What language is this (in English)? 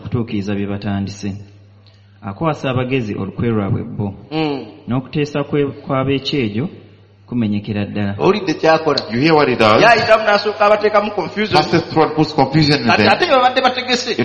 Ganda